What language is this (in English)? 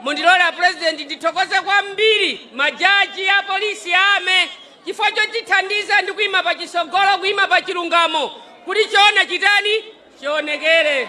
Nyanja